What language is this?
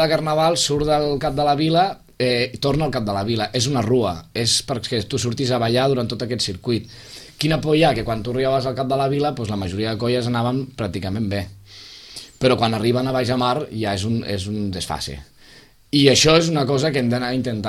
Catalan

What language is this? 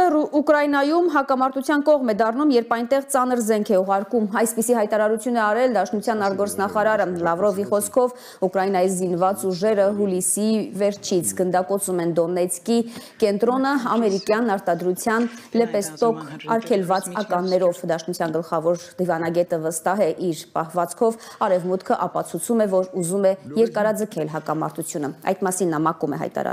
Armenian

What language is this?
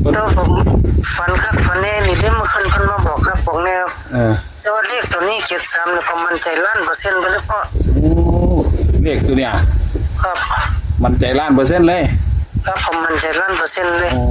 Northeastern Thai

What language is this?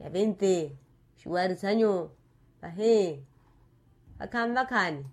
Makhuwa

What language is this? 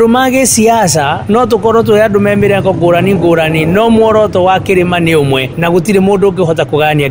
Kikuyu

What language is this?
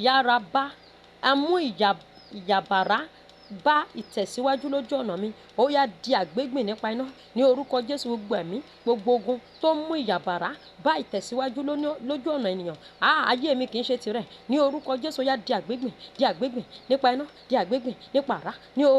Yoruba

